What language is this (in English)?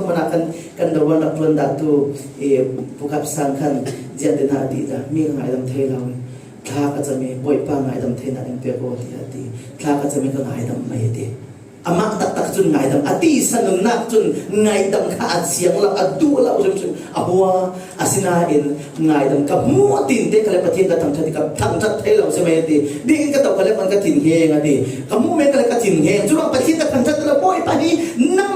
Falam Chin